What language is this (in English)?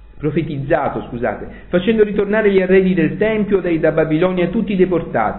Italian